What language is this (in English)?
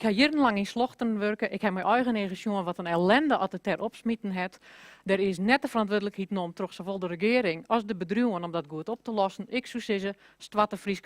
Western Frisian